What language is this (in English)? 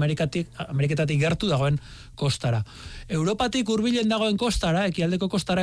Basque